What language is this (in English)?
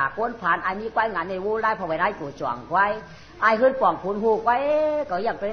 Shan